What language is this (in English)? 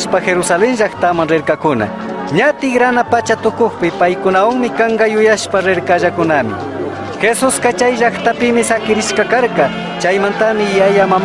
Chimborazo Highland Quichua